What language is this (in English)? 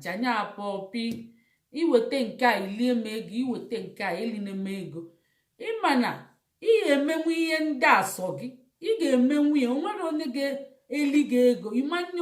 Igbo